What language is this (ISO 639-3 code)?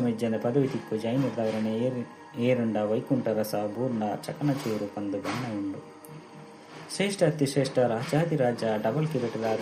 tcy